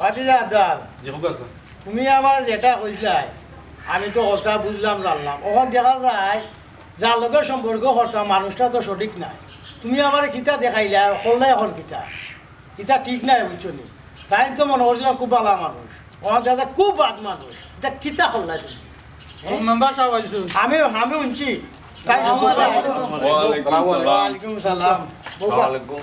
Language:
Sylheti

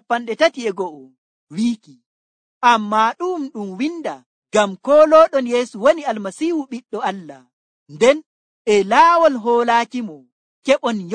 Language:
Nigerian Fulfulde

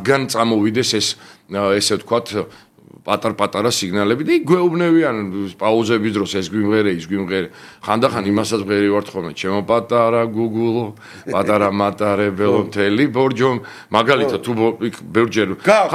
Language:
Georgian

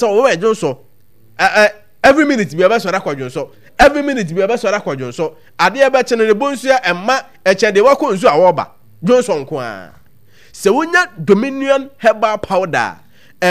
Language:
Akan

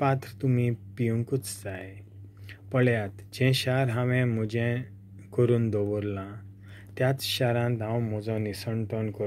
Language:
Konkani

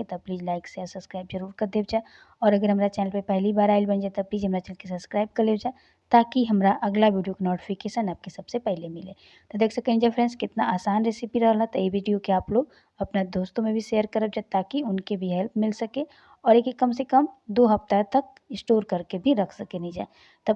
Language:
Bhojpuri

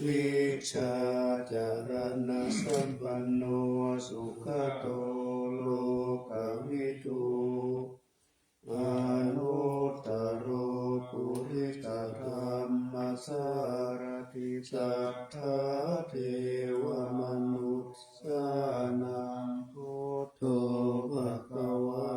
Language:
Pali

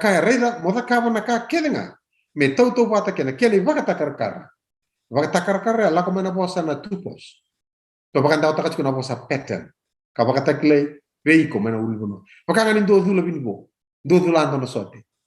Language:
Fijian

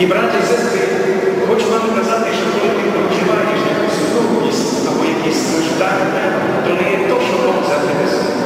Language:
Rusyn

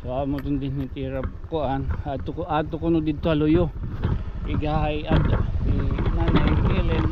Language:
Waray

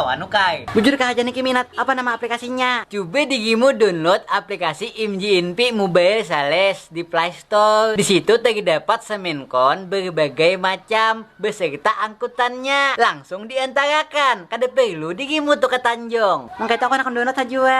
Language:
Banjar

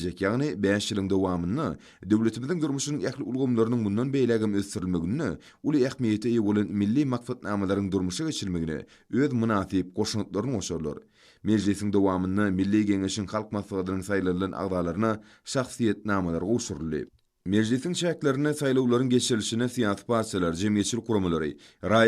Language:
Turkmen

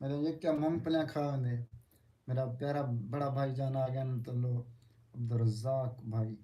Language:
Saraiki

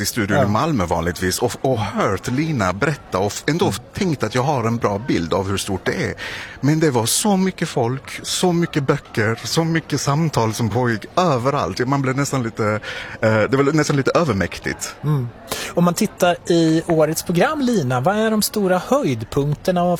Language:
Swedish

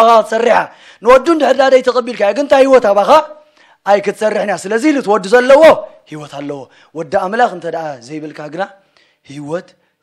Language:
Tigrinya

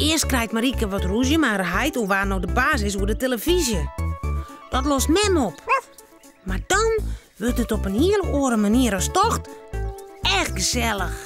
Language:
Western Frisian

